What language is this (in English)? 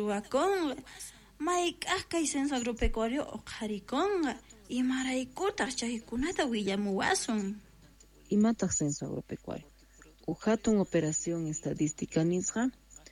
Quechua